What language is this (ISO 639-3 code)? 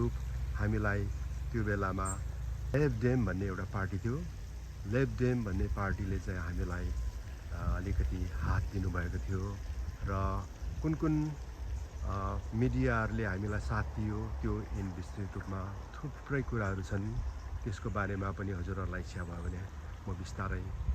nep